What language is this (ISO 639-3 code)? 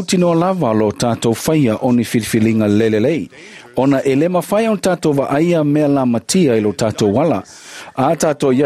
smo